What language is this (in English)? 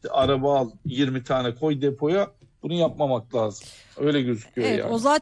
Turkish